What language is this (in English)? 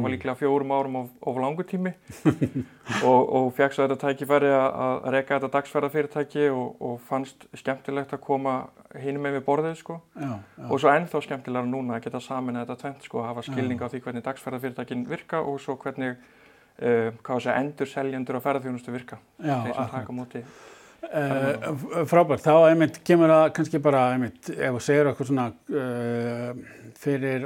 Icelandic